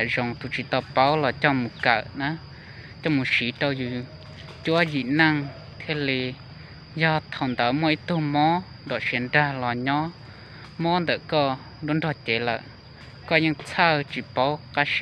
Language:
Hmong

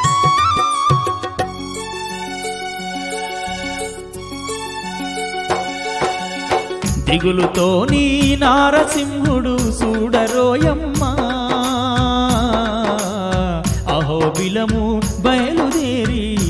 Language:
Telugu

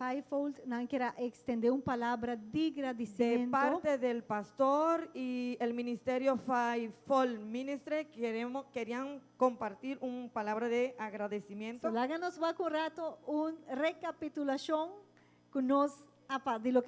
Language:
Papiamento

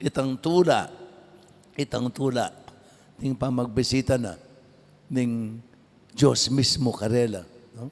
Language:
Pampanga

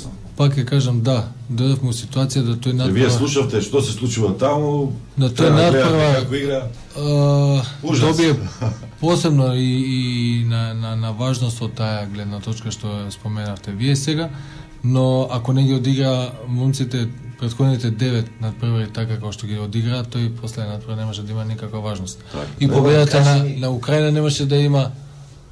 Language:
Macedonian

